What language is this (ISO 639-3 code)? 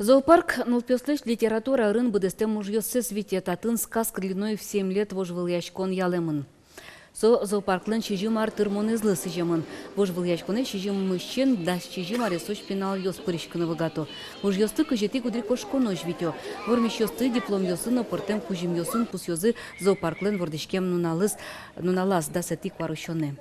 udm